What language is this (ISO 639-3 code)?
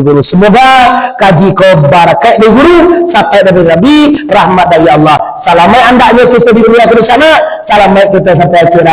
min